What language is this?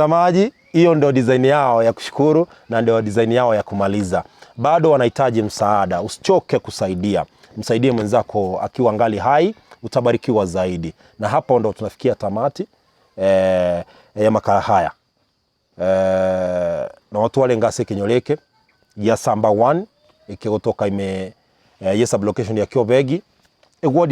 Gusii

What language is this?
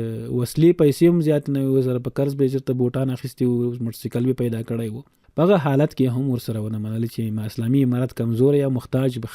Pashto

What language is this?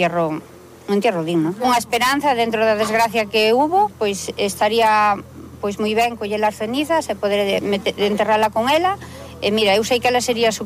Galician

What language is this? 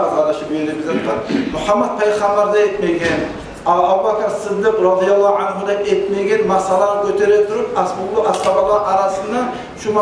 Kumyk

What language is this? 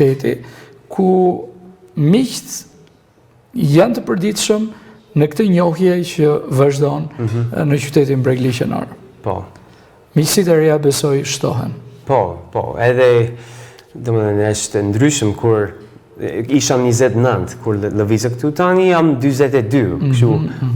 Albanian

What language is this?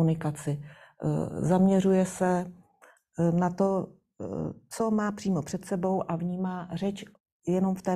Czech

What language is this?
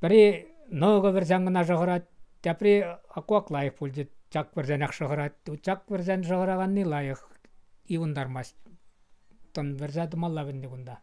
Chuvash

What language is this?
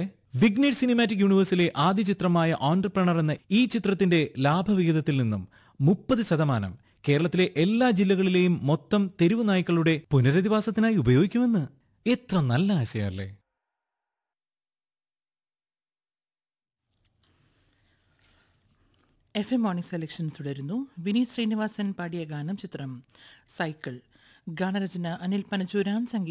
Malayalam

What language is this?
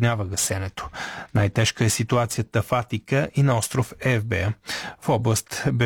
Bulgarian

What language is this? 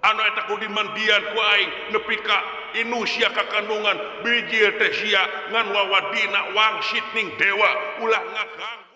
Sundanese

